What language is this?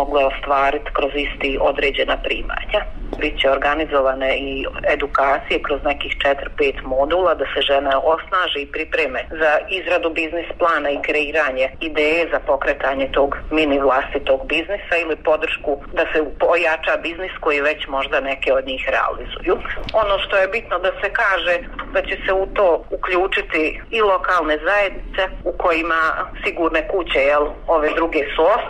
Bosnian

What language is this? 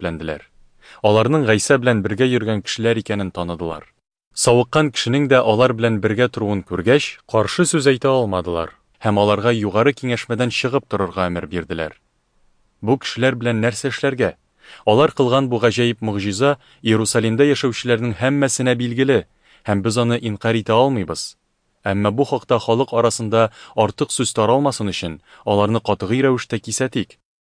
Tatar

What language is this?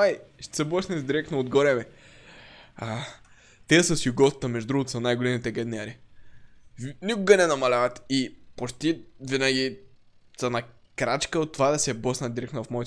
Bulgarian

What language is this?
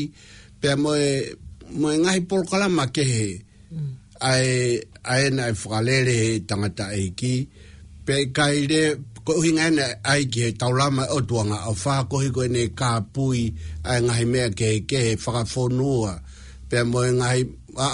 Tongan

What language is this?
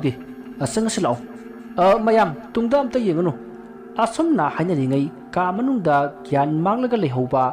Manipuri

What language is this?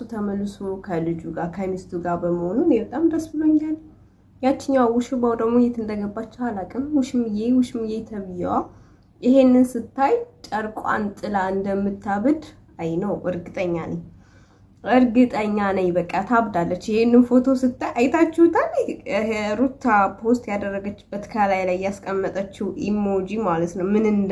Amharic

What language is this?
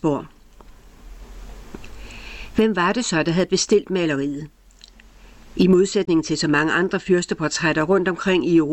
Danish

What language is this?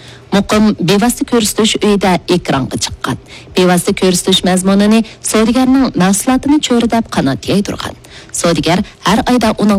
Uyghur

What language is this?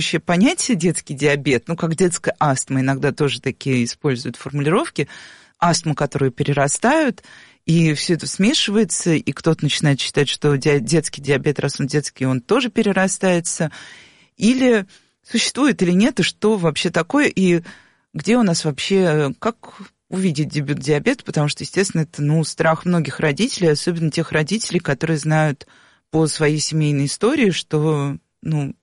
Russian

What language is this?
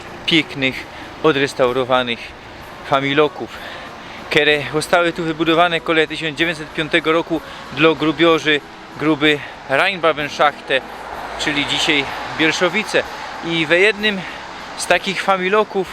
Silesian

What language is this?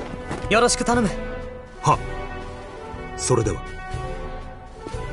Japanese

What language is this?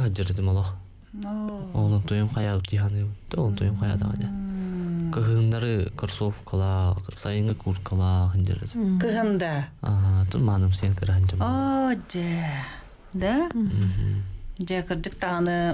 Yakut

